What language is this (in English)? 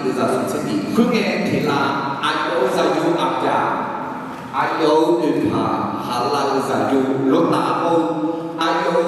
Akha